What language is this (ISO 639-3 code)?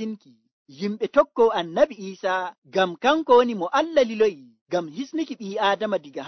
fuv